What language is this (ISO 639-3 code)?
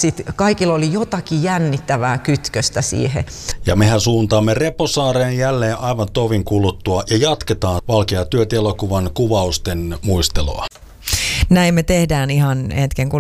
fin